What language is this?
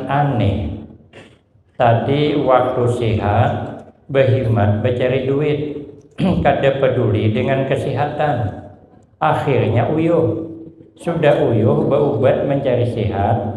Banjar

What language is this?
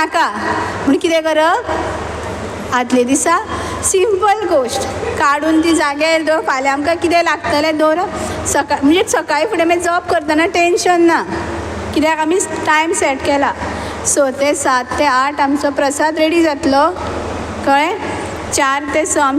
Konkani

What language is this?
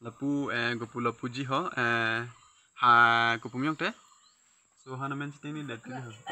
Karbi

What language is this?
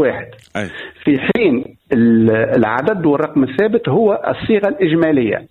Tunisian Arabic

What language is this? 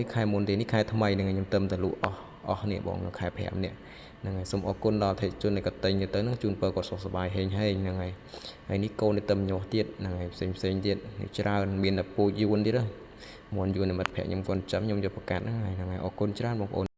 Khmer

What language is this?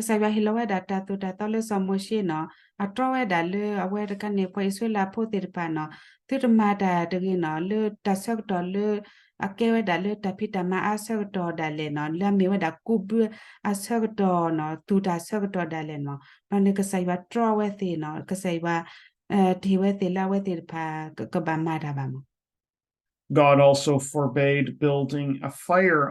S'gaw Karen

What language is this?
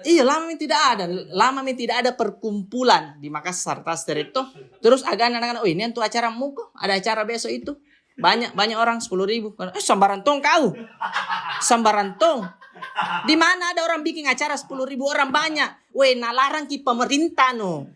Makassar Malay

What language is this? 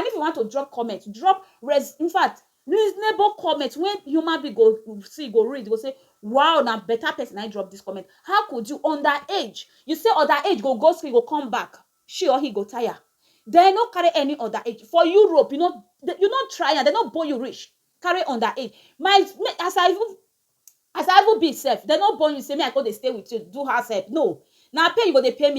Nigerian Pidgin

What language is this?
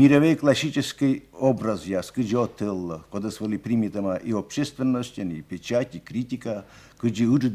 Komi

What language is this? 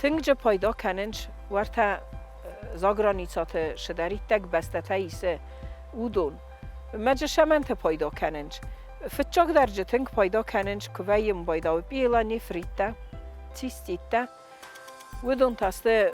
Ossetic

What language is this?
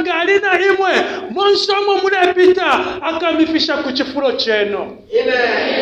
Bemba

